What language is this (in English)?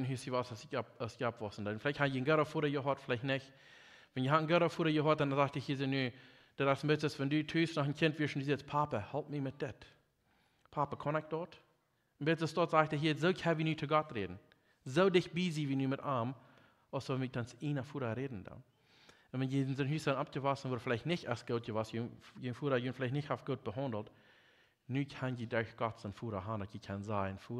Plautdietsch